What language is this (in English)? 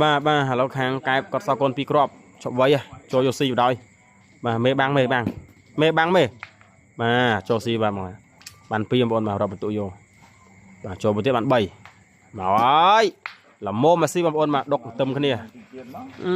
Khmer